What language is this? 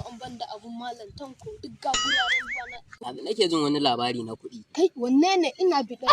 Hausa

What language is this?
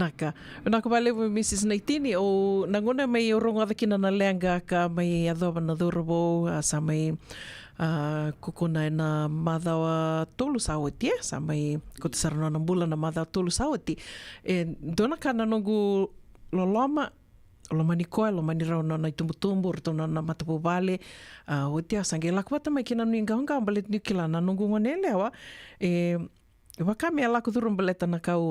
Fijian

